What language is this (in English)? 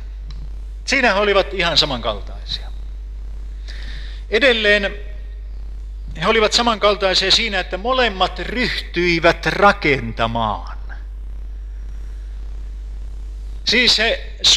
Finnish